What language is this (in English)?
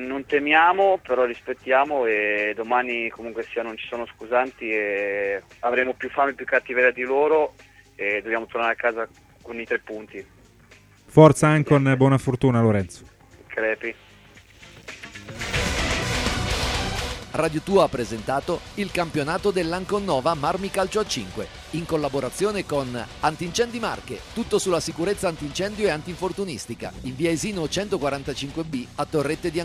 Italian